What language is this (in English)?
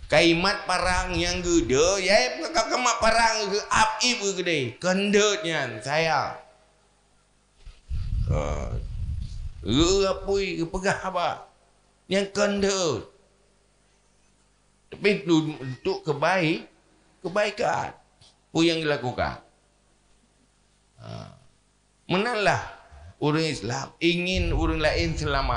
Achinese